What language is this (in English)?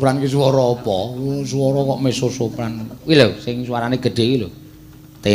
Javanese